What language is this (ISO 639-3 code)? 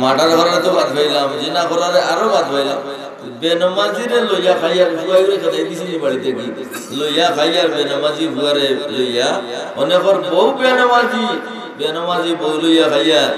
syl